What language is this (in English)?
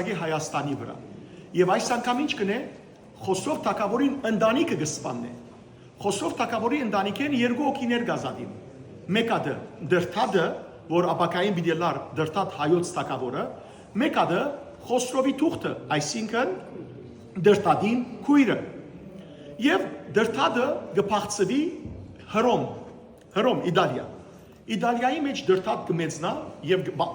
Western Armenian